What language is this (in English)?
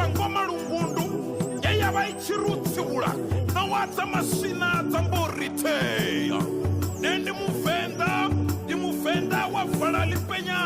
Venda